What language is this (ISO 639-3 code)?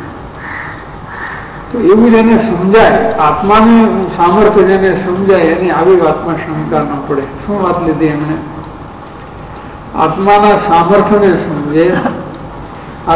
guj